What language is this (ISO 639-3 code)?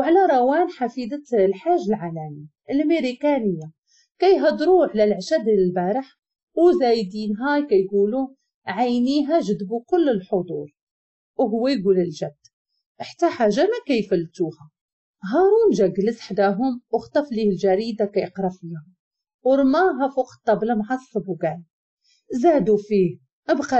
ary